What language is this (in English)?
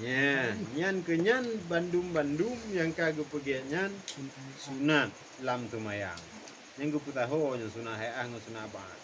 Achinese